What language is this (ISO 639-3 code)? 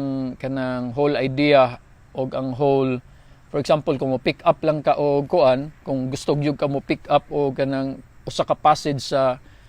ceb